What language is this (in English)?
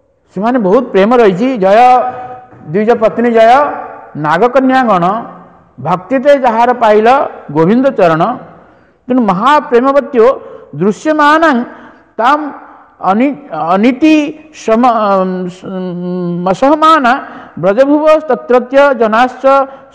Odia